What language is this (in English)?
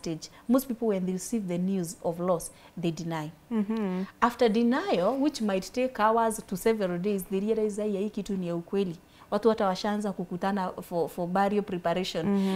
English